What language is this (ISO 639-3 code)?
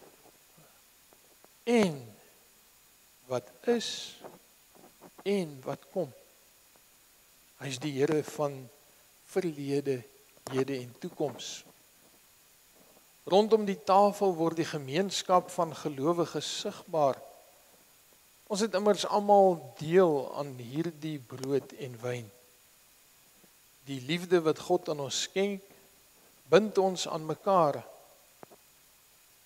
afr